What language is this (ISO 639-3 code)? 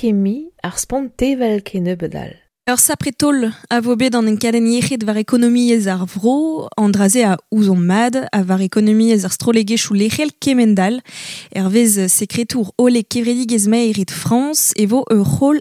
bre